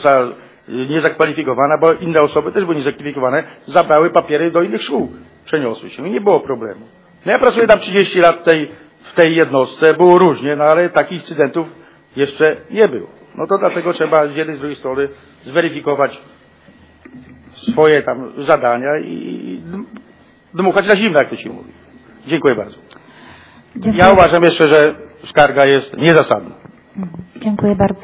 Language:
Polish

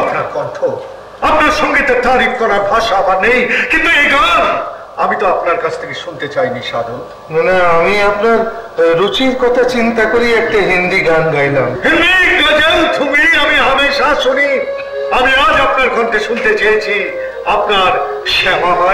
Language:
Bangla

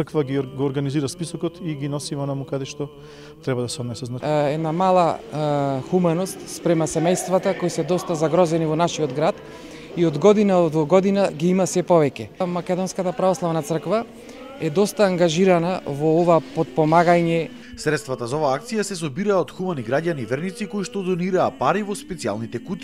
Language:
Macedonian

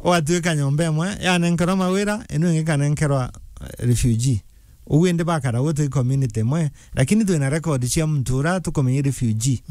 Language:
Meru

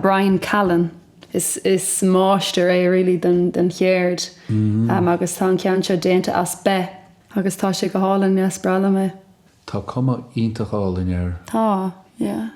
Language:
Irish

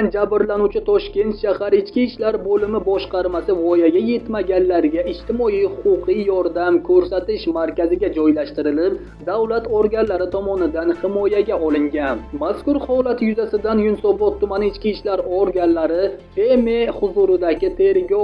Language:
Uzbek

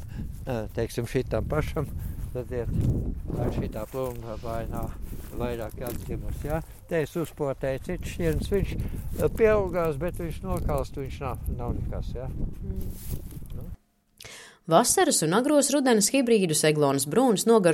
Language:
Latvian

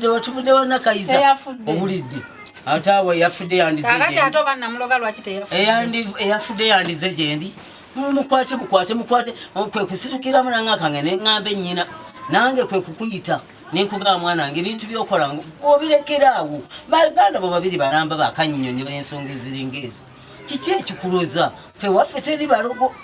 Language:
Ganda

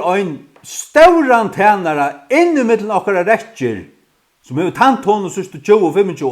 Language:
Faroese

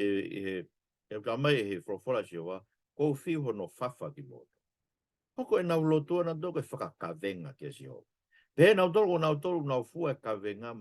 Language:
Tongan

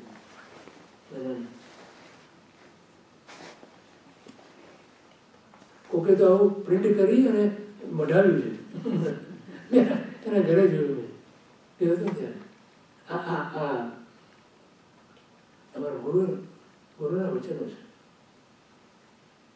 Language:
Gujarati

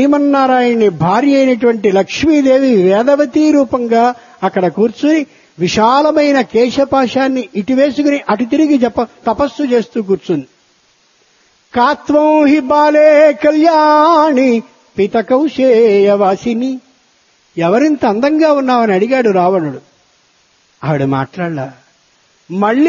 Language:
Telugu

